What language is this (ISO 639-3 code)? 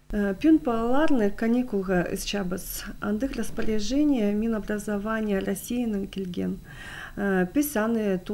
kjh